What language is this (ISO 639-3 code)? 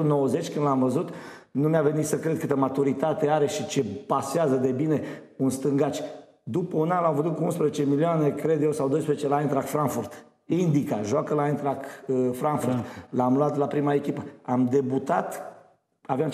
ron